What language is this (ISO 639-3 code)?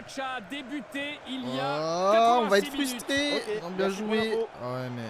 fra